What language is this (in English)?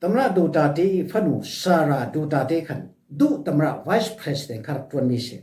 Falam Chin